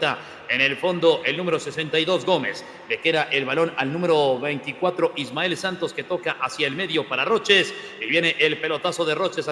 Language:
Spanish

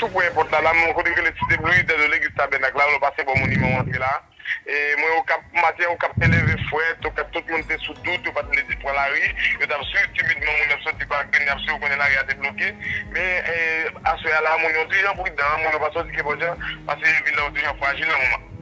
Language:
Haitian Creole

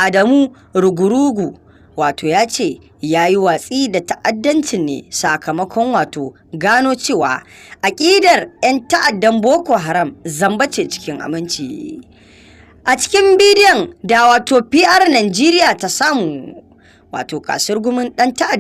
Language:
Hausa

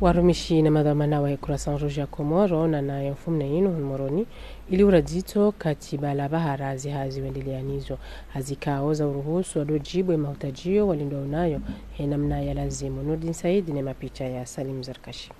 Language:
Ngazidja Comorian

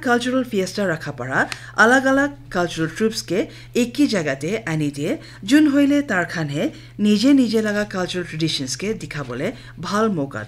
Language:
Naga Pidgin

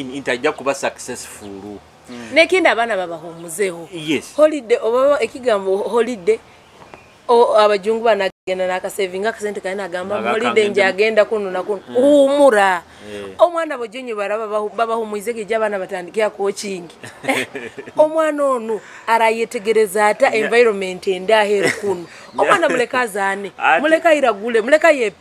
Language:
Nyoro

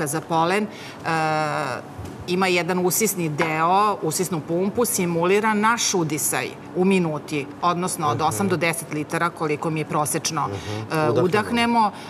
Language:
Serbian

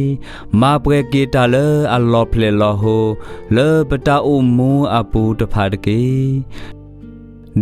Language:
S'gaw Karen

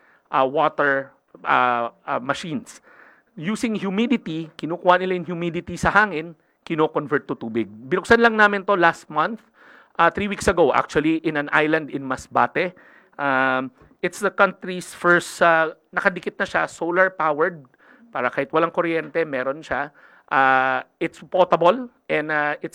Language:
Filipino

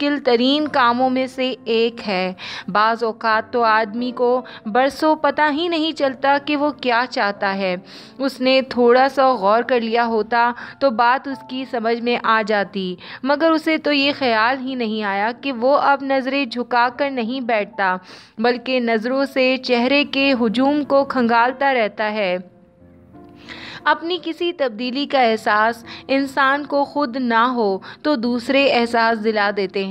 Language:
Urdu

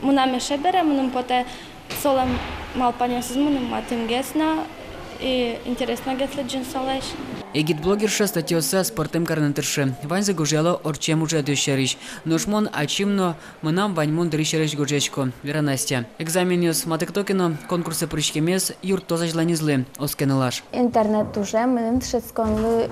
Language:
Udmurt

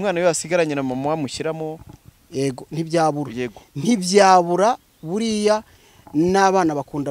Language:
Kinyarwanda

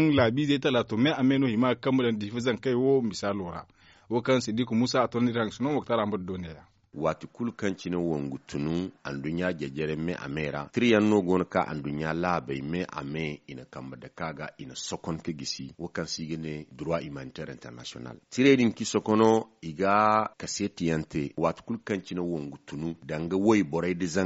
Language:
Zarma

